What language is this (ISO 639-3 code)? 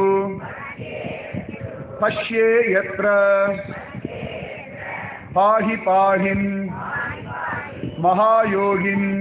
tam